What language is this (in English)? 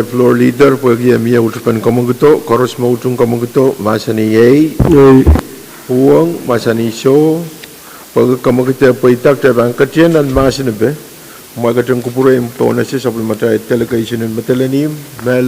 Pohnpeian